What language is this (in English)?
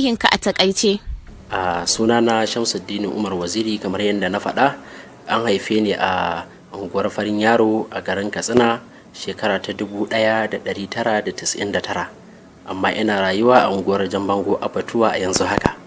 Hausa